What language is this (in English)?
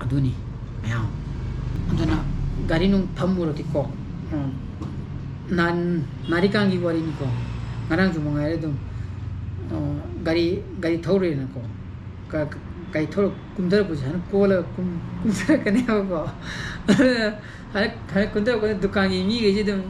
Manipuri